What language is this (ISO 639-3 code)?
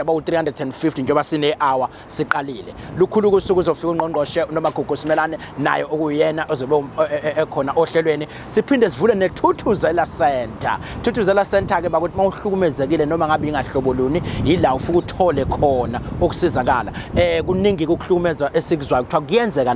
zul